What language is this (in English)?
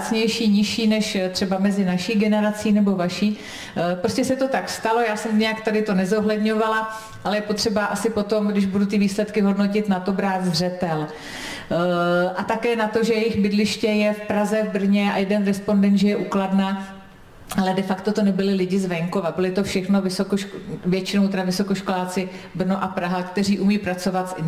Czech